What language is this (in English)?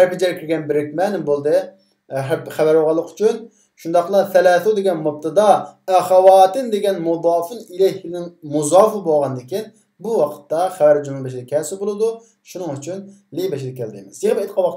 Uyghur